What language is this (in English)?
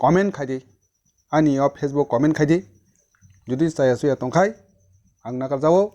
Kok Borok